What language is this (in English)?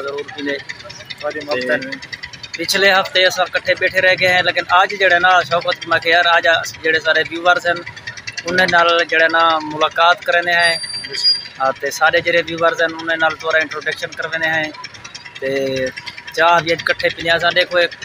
Saraiki